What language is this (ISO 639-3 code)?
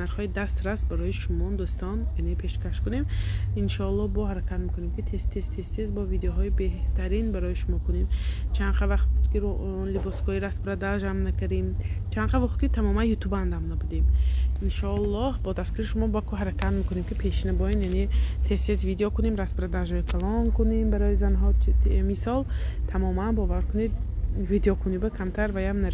tgk